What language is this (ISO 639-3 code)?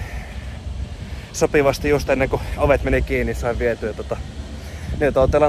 fin